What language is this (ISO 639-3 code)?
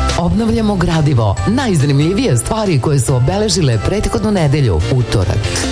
srp